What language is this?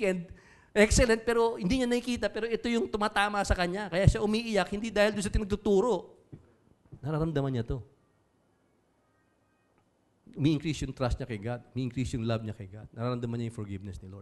Filipino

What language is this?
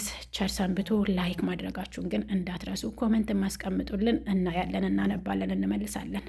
Amharic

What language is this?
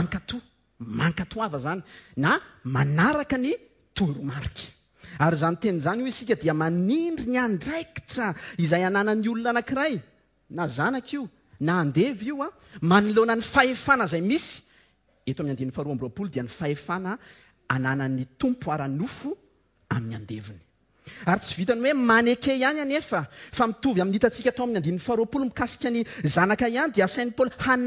Malagasy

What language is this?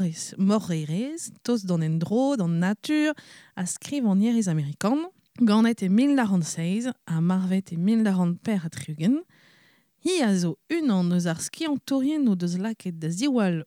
Breton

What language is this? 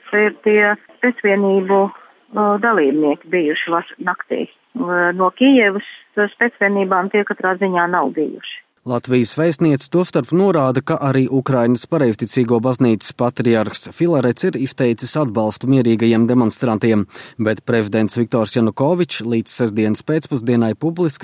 Latvian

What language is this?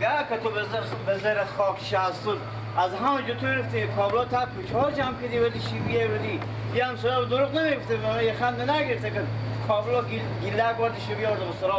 Persian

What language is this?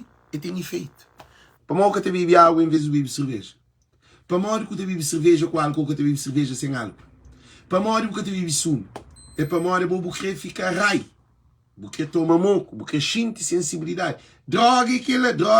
Kabuverdianu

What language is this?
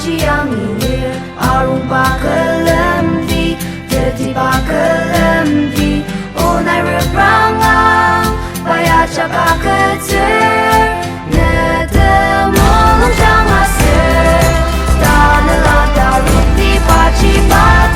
Ao Naga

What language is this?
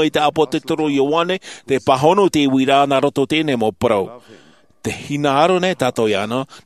Tahitian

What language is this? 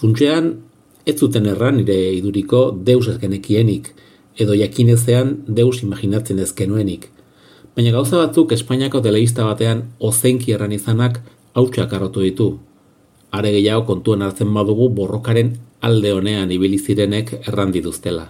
Basque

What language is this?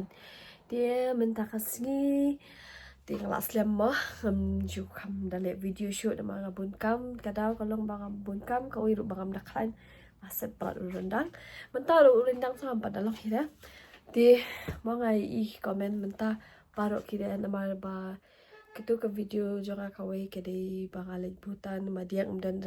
Khasi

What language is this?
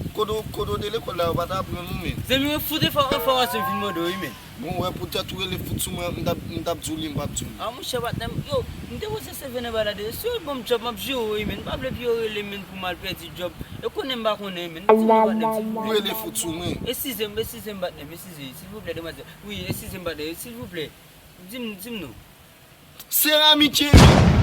Haitian Creole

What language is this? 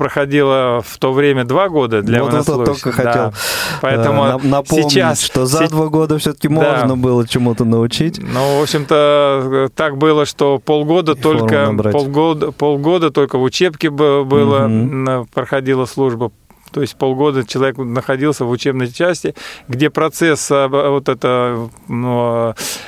Russian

